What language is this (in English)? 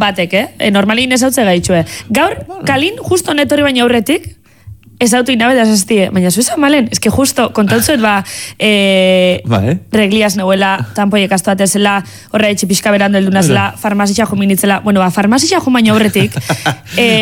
Basque